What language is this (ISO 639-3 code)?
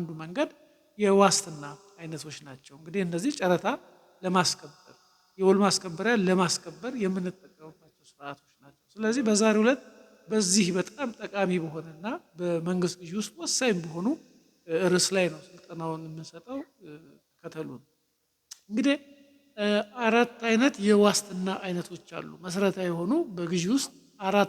amh